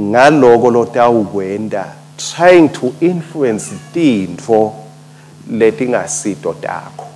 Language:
Swati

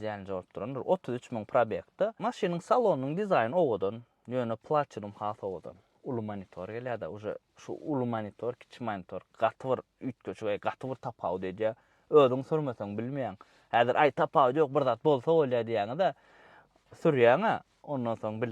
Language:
Turkmen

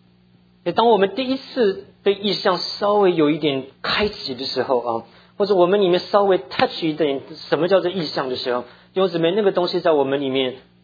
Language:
Chinese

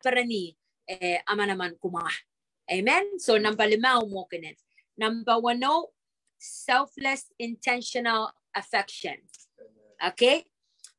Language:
Pohnpeian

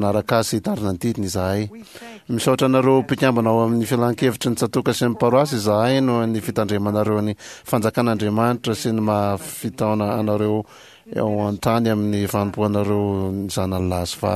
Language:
Malagasy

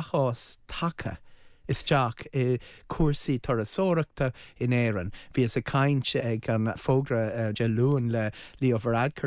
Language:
Irish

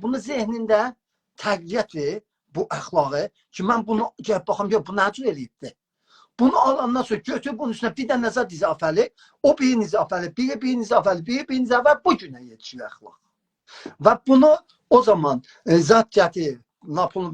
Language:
South Azerbaijani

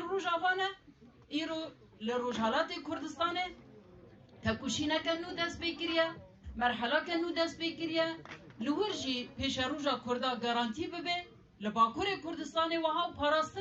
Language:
Kurdish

